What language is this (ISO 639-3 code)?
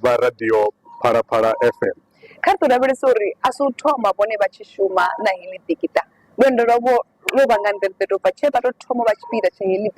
ven